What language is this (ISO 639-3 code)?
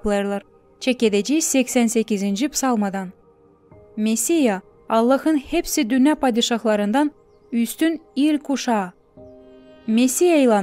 gag